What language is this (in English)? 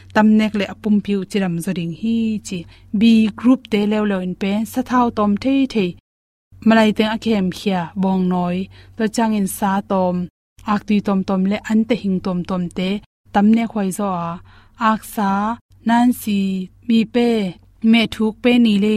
Tedim Chin